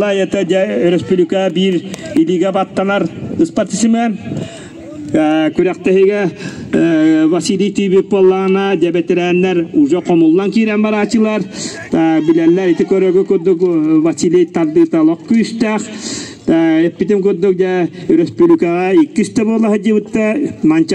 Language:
Yakut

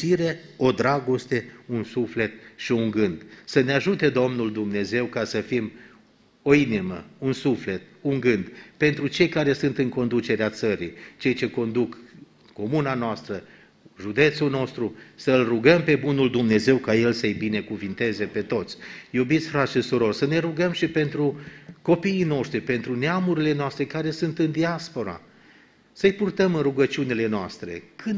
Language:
Romanian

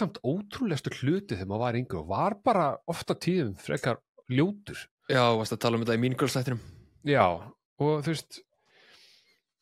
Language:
Icelandic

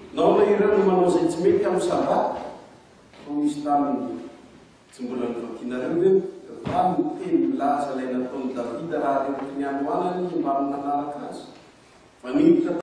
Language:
Malagasy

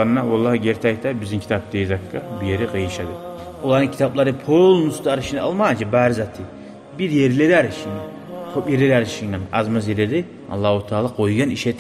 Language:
Kumyk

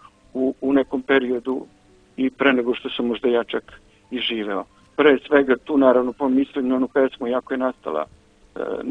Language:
Croatian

